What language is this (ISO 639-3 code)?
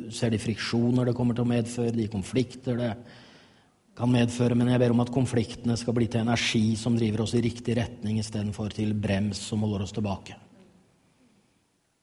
nor